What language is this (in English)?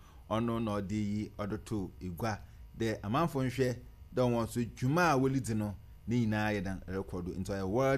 Akan